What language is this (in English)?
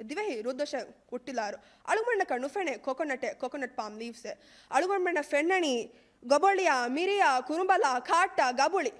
Divehi